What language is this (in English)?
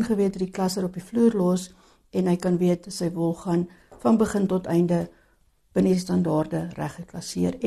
Afrikaans